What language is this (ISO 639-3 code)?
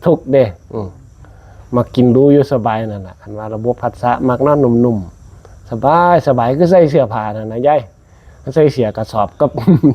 tts